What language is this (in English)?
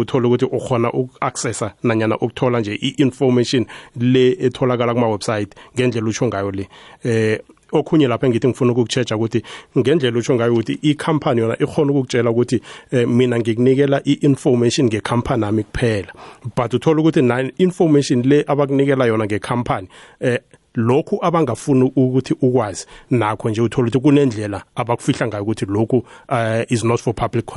South Ndebele